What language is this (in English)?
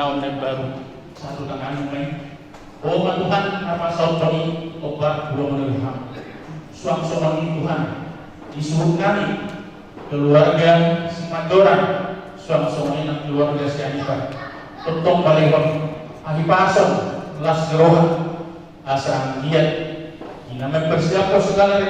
Batak Toba